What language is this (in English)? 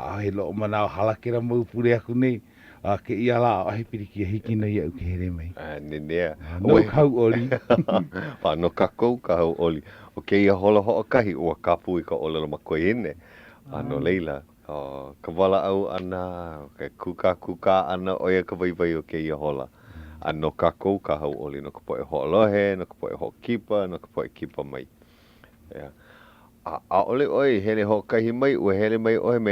Hawaiian